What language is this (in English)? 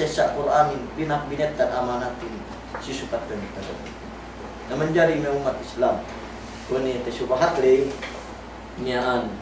Yakan